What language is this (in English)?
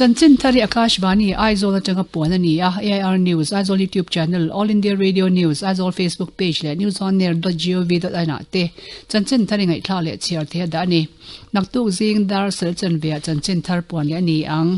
Mizo